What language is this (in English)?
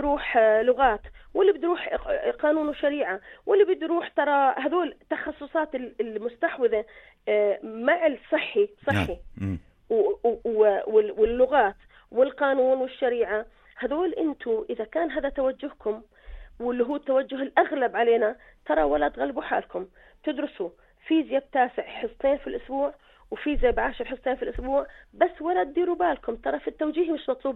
North Levantine Arabic